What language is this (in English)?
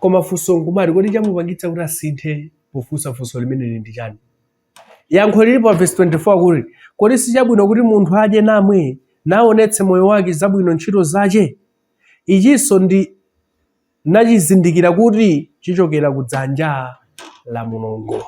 Nyanja